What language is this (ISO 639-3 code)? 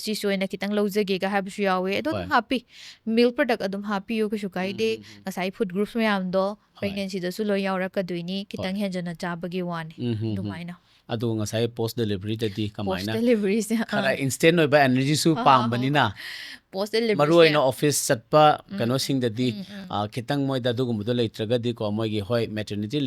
mni